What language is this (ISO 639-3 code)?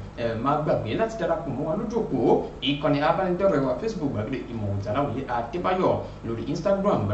yor